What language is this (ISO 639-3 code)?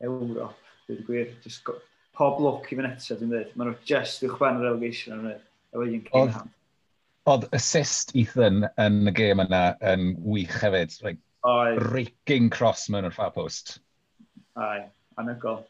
cym